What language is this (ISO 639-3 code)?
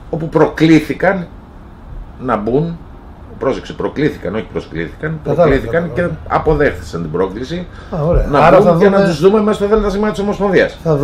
ell